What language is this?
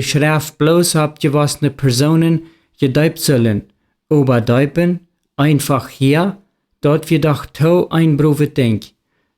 Plautdietsch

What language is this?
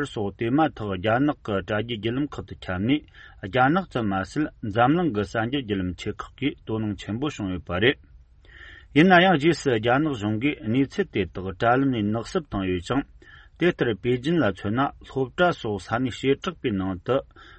Tibetan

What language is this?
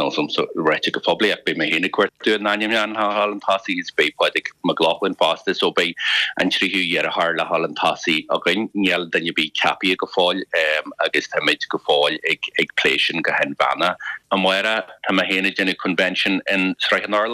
Irish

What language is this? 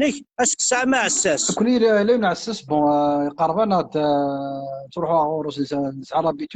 Kabyle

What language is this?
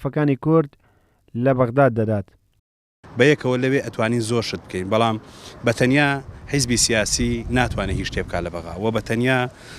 Central Kurdish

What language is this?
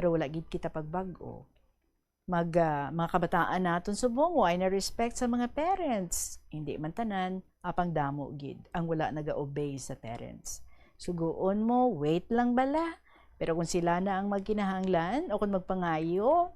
Hiligaynon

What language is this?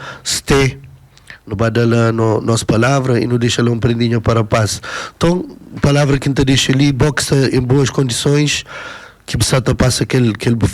Kabuverdianu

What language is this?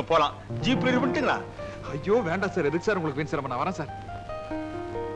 Tamil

